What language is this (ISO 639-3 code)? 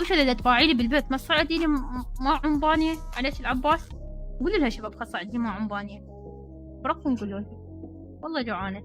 acm